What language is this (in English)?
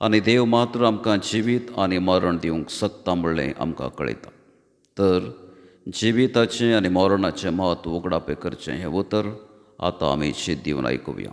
Konkani